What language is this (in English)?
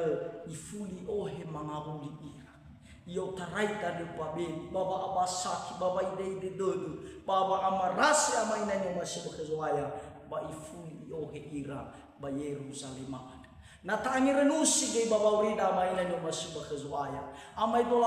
Nias